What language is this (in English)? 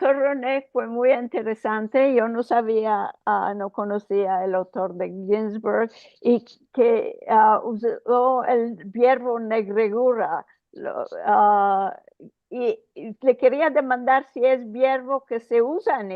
Ladino